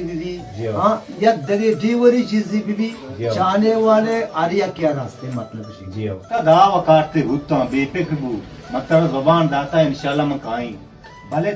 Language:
Baluchi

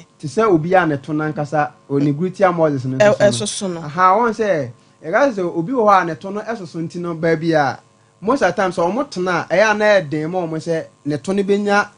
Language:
Akan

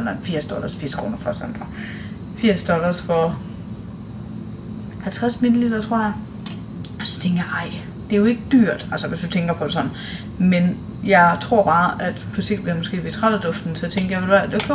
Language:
Danish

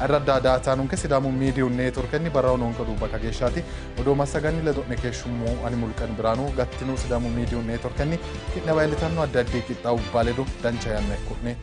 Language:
Sidamo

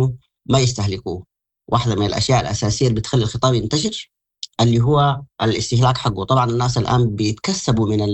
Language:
Sudanese Arabic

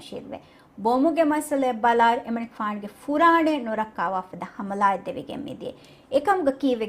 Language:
Divehi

